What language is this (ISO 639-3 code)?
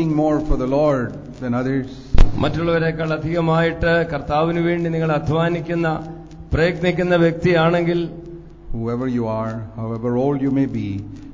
mal